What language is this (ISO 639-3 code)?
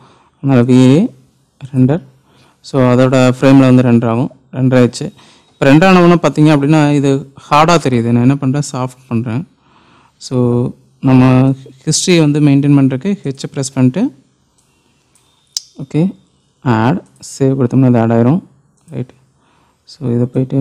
tam